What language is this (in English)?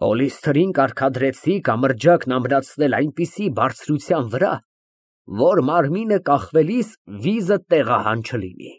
Armenian